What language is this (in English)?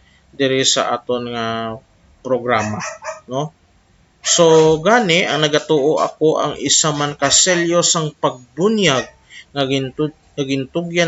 Hiligaynon